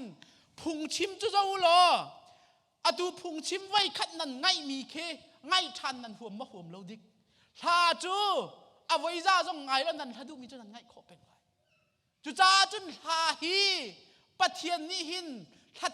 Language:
Hakha Chin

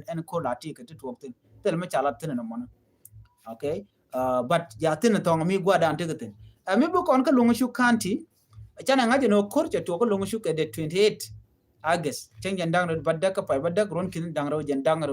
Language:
Nuer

